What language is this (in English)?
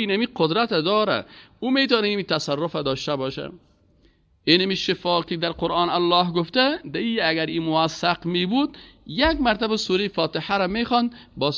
Persian